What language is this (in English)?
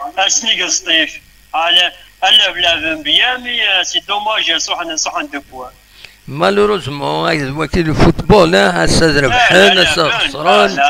Kabyle